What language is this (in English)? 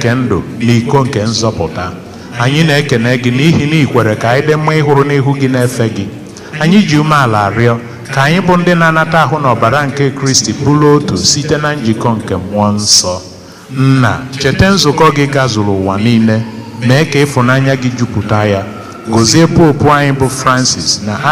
Igbo